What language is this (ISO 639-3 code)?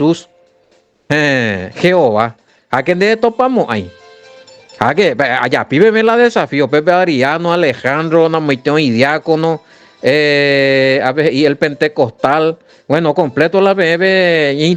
grn